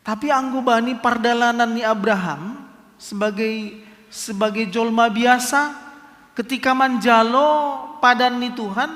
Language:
Batak Simalungun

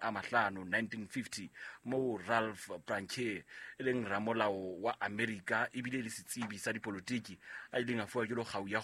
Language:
Southern Sotho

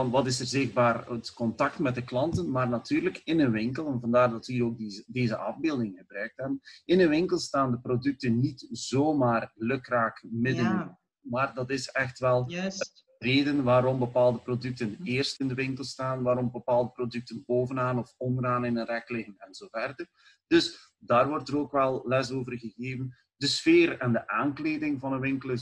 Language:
Dutch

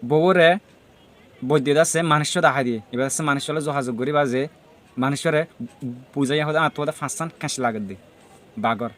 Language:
Rohingya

